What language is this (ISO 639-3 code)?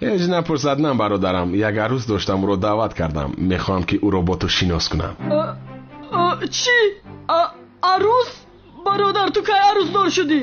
tgk